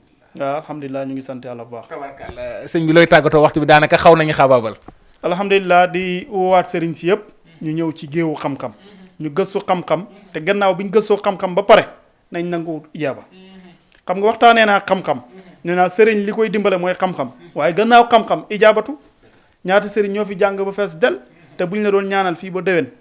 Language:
Wolof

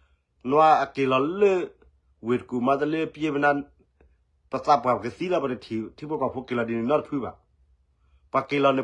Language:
S'gaw Karen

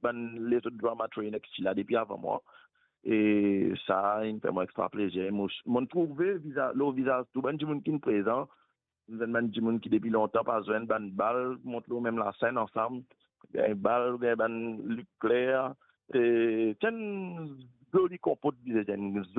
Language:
Morisyen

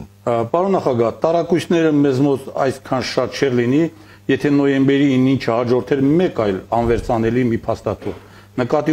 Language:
Armenian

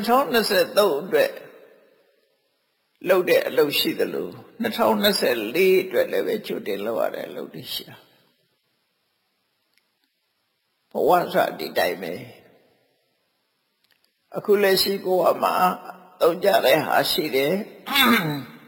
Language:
Burmese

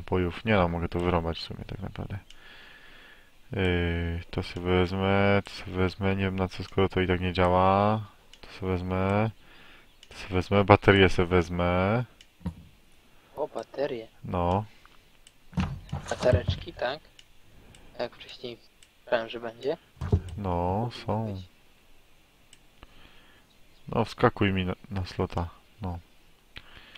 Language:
Polish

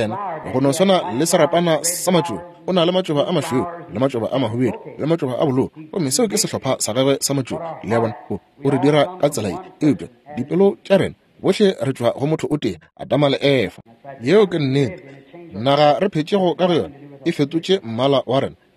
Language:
Northern Sotho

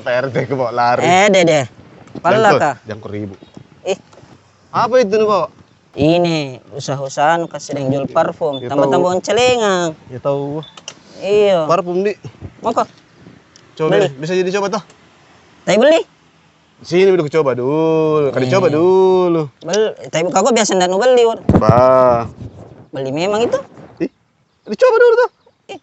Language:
Makassar Malay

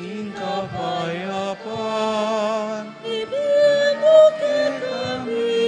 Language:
Pampanga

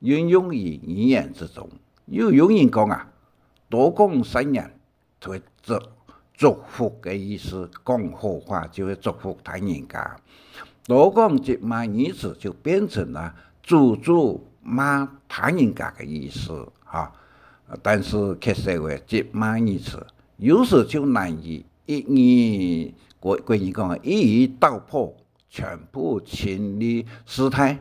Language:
Hakka Chinese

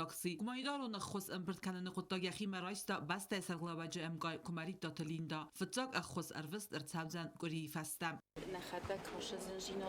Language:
Ossetic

